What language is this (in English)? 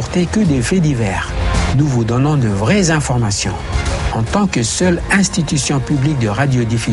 French